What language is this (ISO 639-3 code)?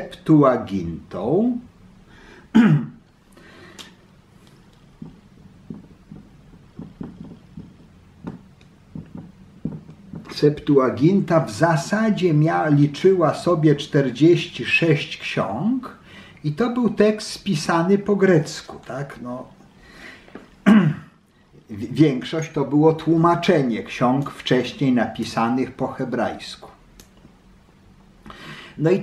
pol